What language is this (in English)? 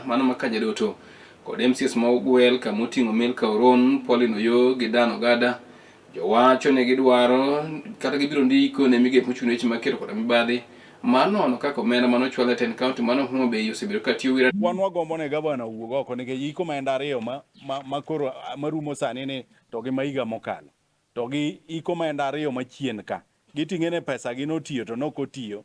Luo (Kenya and Tanzania)